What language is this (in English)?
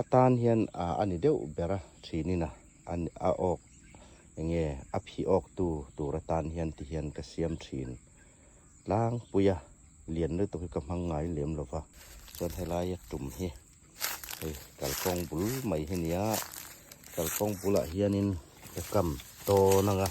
Hmar